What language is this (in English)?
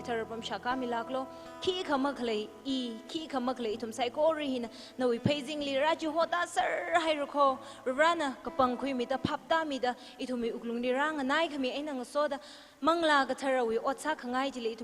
Tangkhul Naga (India)